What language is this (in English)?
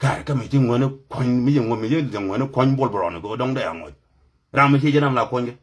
Nuer